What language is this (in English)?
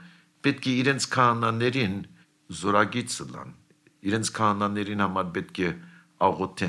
Armenian